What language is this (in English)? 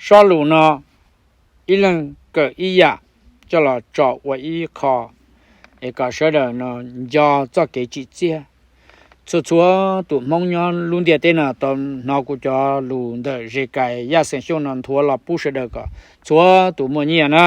Hmong